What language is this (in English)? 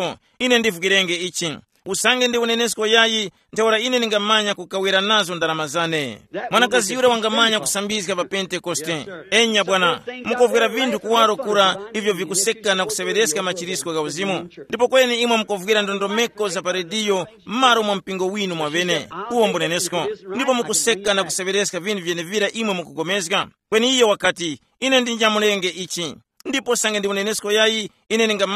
Tumbuka